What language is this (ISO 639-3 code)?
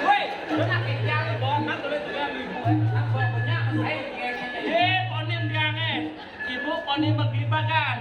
ban